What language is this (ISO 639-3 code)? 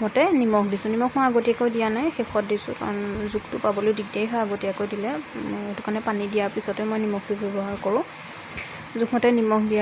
asm